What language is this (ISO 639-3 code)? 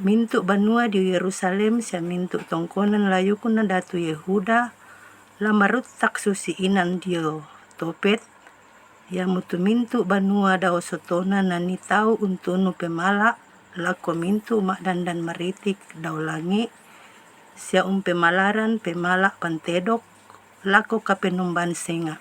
sda